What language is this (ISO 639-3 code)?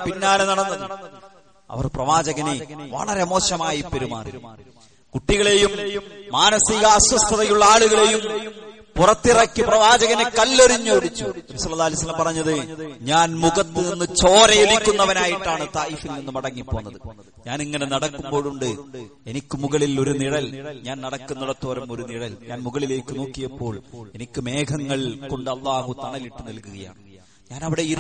mal